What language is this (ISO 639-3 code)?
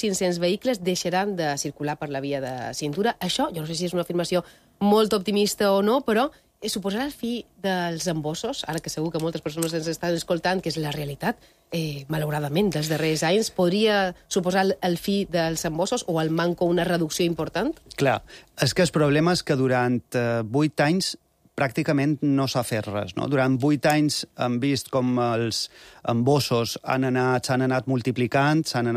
cat